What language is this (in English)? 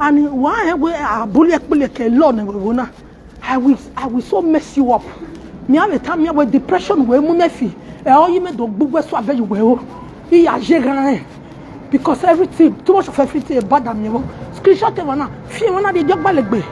Nigerian Pidgin